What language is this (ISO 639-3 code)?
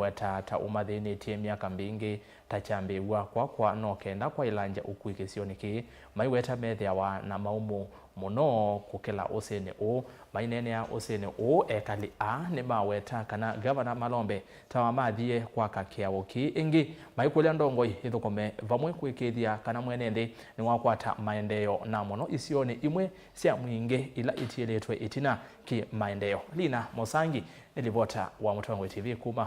kam